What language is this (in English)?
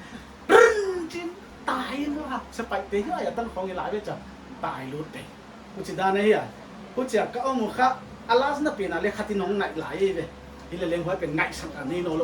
Paite Chin